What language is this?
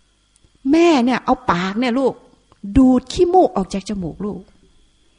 Thai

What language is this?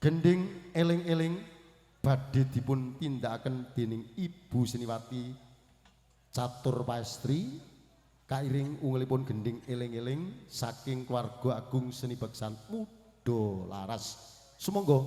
Javanese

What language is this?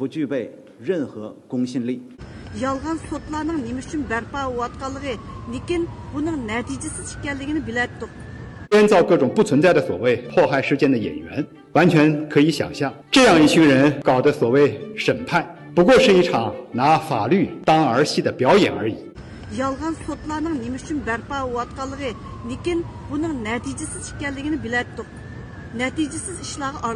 Uyghur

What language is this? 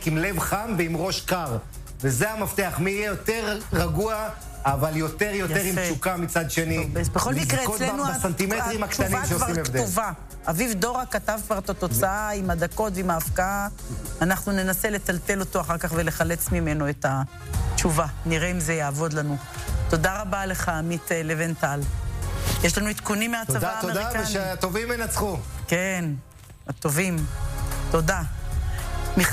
Hebrew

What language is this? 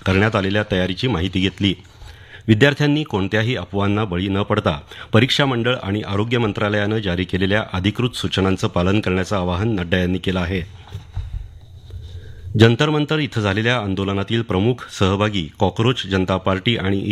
Marathi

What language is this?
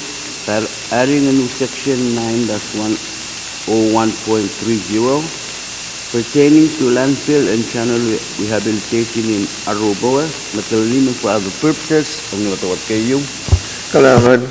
Pohnpeian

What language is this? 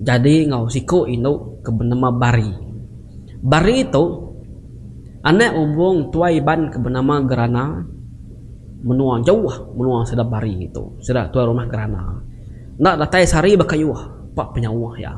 Iban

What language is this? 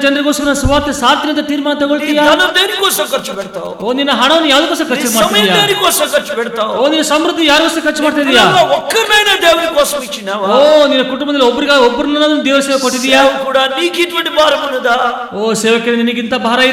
Kannada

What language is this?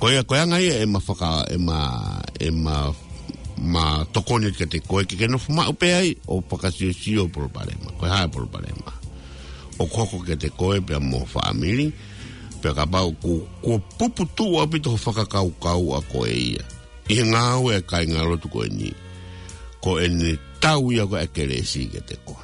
Tongan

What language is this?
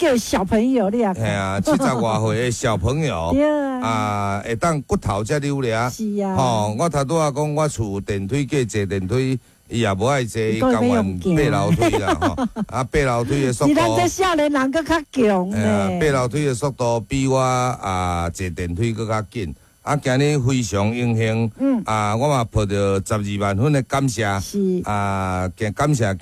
Min Nan Chinese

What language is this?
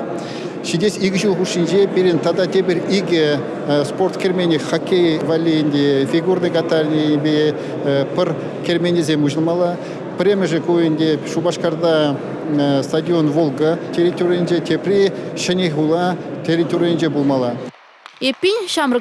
Chuvash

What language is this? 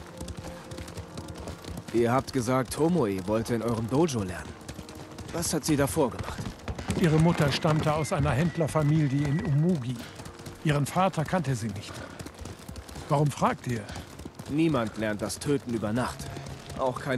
German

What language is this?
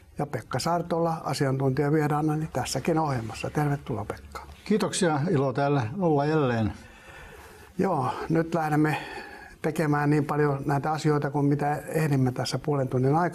Finnish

